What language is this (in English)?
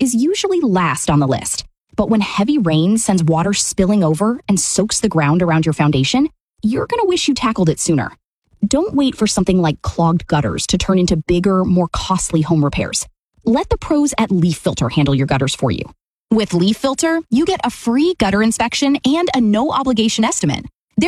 English